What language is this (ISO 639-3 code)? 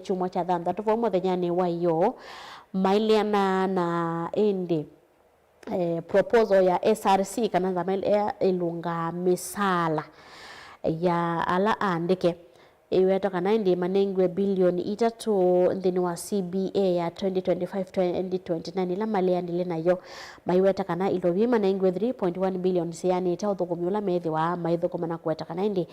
kam